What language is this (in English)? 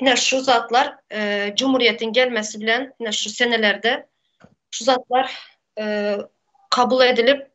Turkmen